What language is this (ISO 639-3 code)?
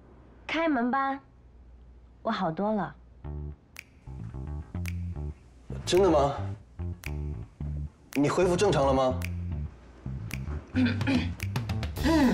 zho